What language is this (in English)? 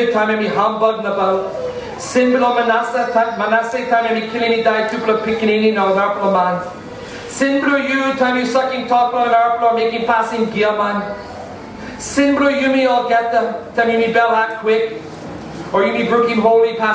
Tok Pisin